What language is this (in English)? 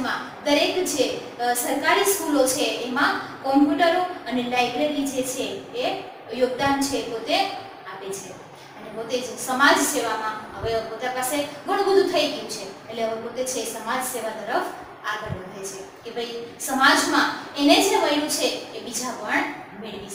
Gujarati